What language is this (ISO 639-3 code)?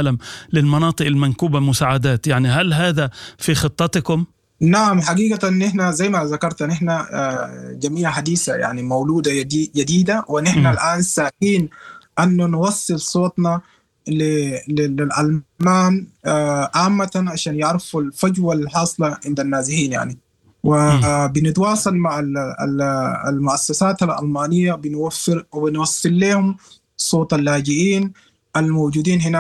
apd